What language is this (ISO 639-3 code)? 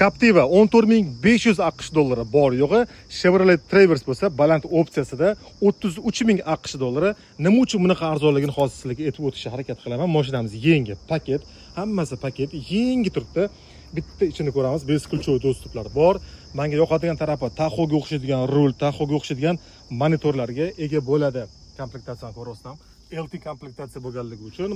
uzb